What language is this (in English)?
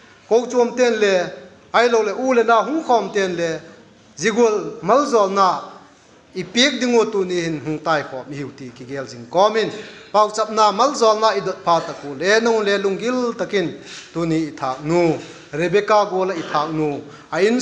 Vaiphei